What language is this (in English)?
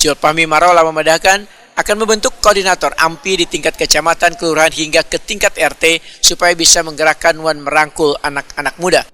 Banjar